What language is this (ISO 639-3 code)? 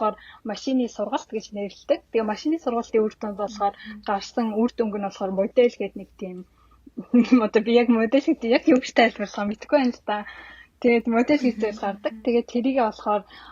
mon